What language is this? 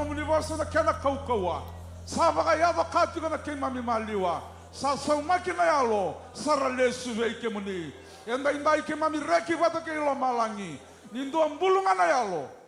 Fijian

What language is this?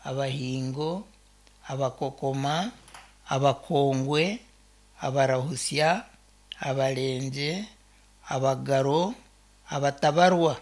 Nyankole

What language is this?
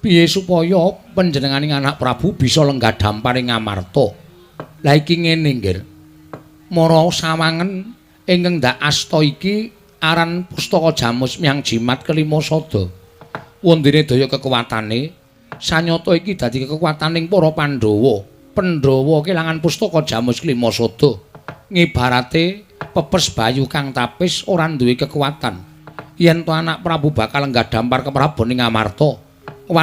Javanese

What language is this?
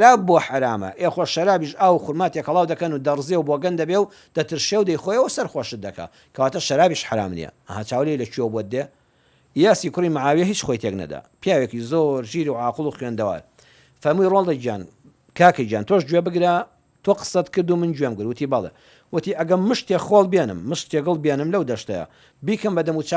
Central Kurdish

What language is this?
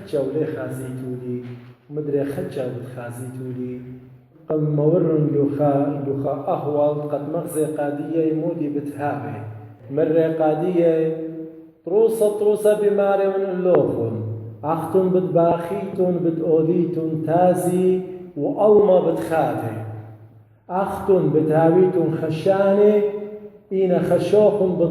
Assyrian Neo-Aramaic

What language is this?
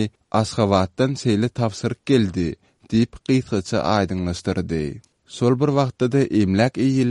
Turkmen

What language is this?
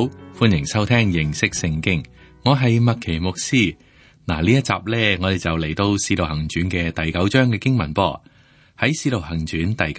Cantonese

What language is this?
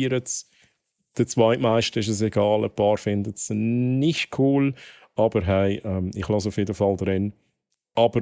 Swiss German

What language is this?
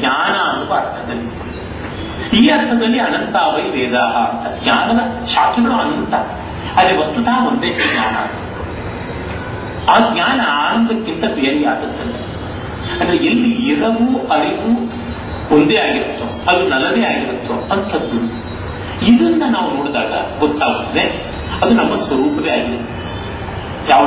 Kannada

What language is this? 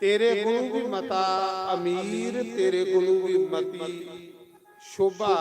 Dogri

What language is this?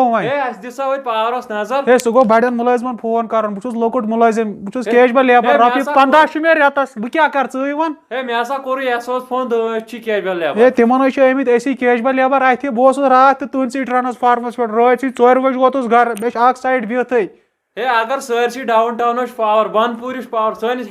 Kashmiri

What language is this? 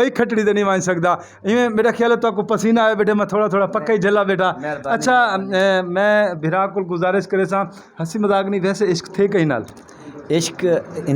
Saraiki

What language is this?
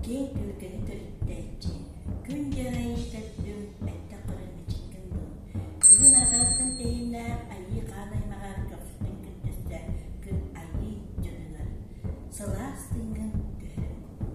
Yakut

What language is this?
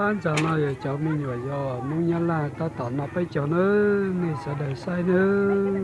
Hmong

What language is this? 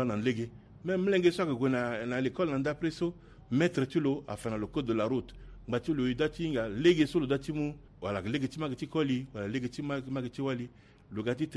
Sango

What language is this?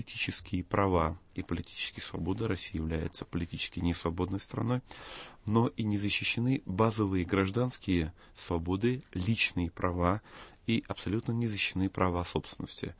Russian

